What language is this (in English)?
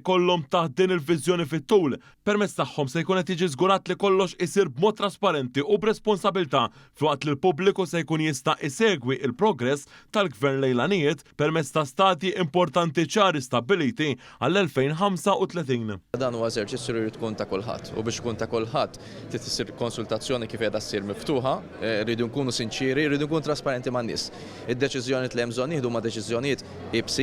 Maltese